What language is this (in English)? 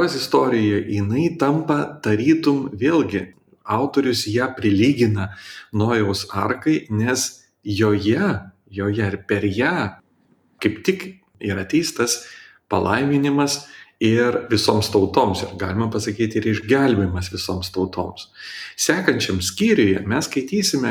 Lithuanian